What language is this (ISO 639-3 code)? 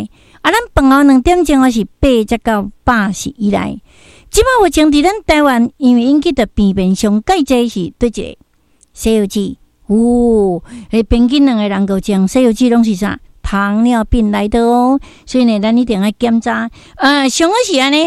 nan